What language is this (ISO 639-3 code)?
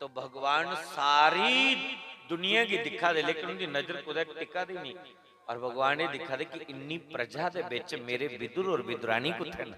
doi